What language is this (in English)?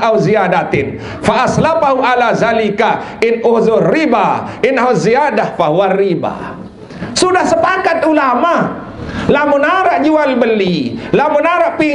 Sasak